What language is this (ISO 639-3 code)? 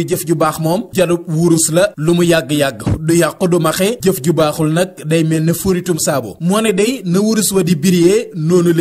wol